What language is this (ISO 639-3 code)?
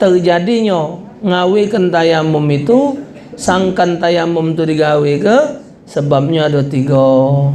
mui